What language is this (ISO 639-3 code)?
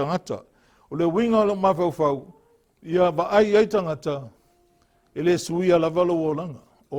smo